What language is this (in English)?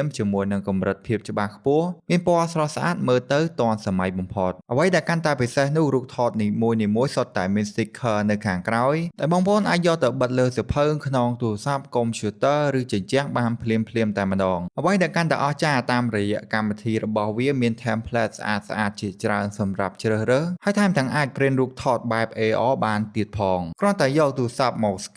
Khmer